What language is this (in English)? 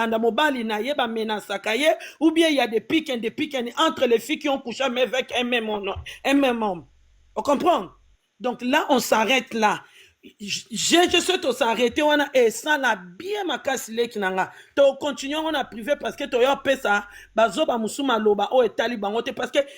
Lingala